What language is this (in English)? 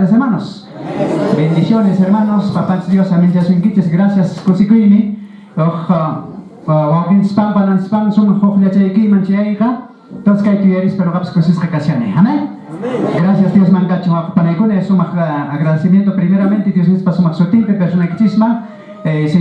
Quechua